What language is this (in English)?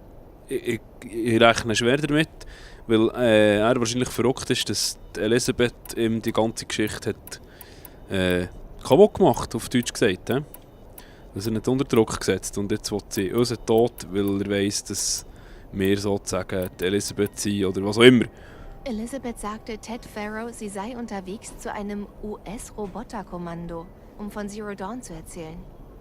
Swiss German